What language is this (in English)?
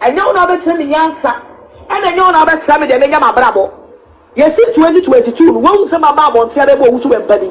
Akan